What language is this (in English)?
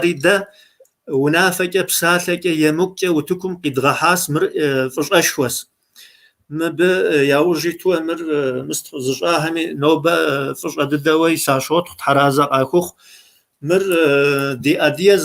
Kabardian